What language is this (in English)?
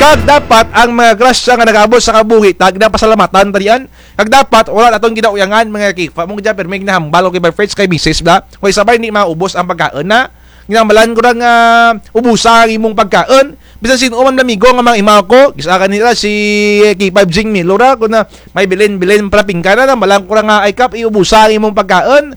Kinaray-a